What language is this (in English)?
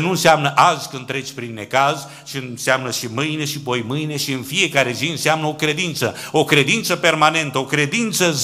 Romanian